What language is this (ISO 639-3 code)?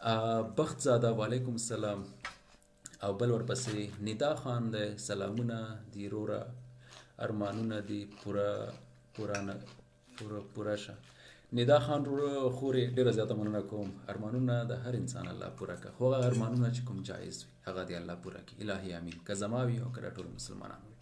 pus